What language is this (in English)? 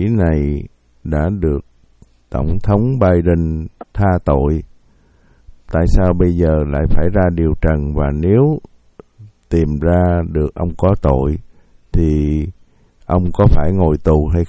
Vietnamese